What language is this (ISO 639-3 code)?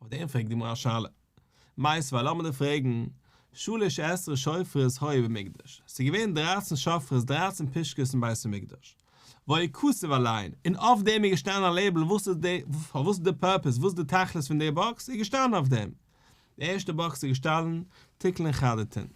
yid